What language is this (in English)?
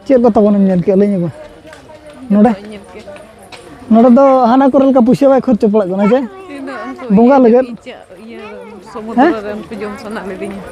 Santali